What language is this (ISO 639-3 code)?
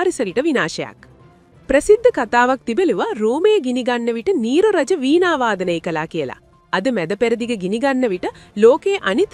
sin